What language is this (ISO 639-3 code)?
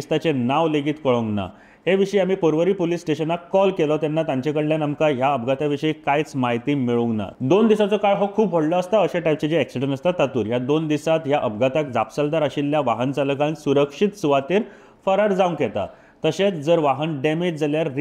kok